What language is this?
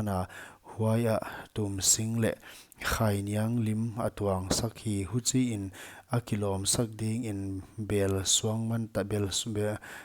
Paite Chin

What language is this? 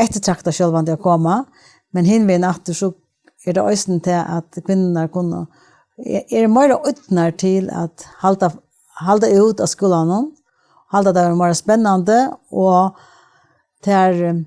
Faroese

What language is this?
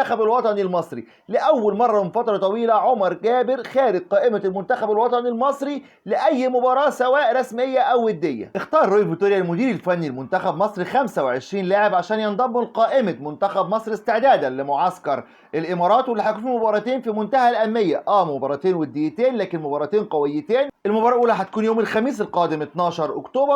Egyptian Arabic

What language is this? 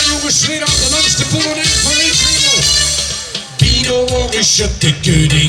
Limburgish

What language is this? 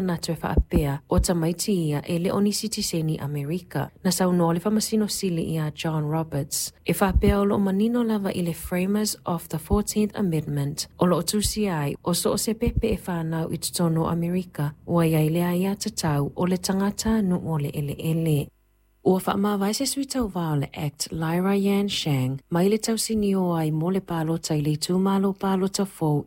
Samoan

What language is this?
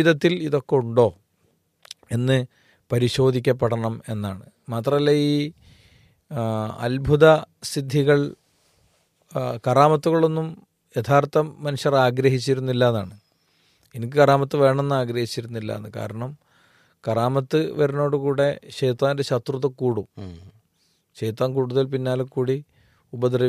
Malayalam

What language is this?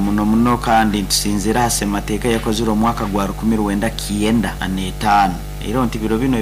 Nyoro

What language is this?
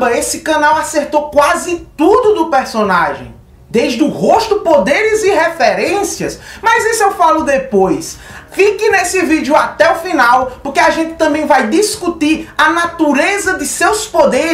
Portuguese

